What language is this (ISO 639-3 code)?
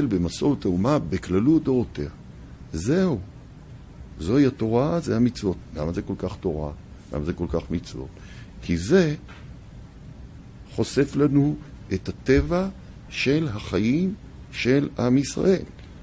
heb